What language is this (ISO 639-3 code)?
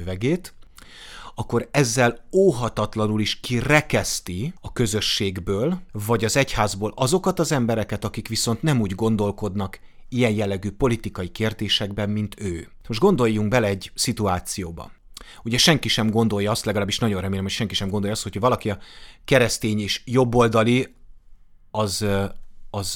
hun